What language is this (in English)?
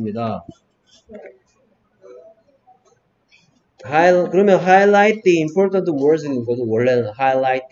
Korean